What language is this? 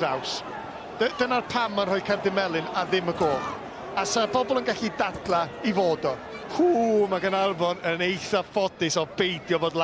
Welsh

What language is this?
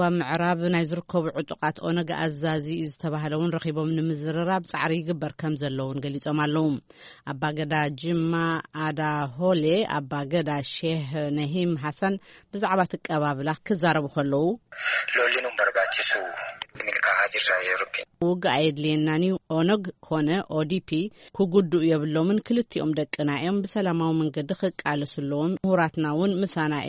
Tigrinya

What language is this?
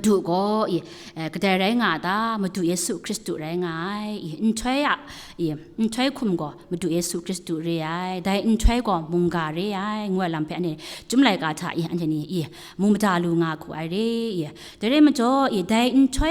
Kachin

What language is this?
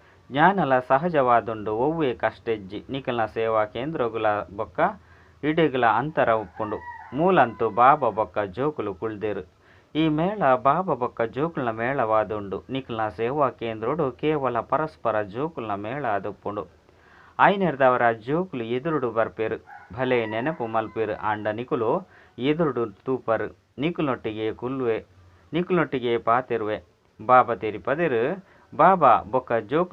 Tulu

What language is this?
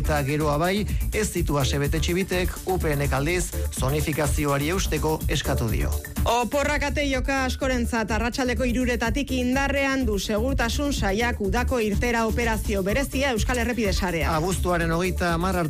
Basque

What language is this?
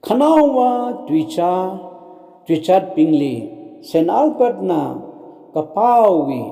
Tangkhul Naga (India)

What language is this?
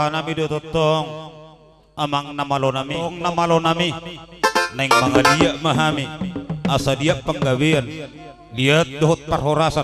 Batak Toba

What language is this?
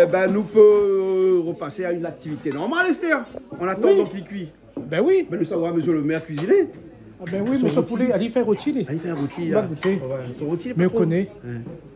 Réunion Creole French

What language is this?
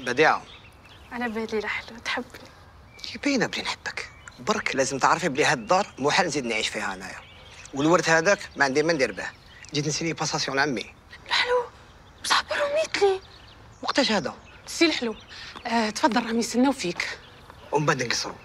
Algerian Arabic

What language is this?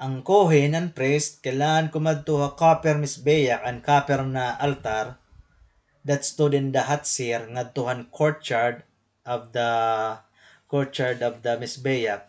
Waray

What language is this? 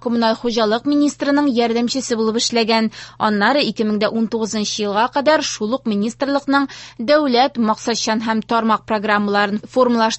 Tatar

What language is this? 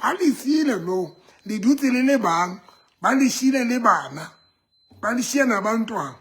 Southern Sotho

